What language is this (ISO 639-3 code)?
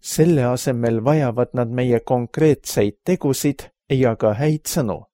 est